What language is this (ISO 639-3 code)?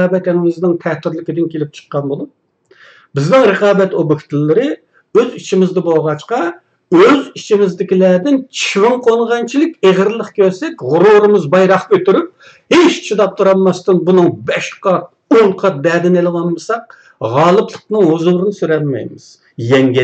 uig